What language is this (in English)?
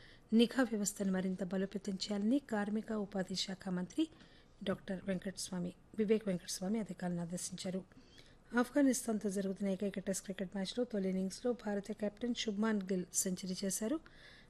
Telugu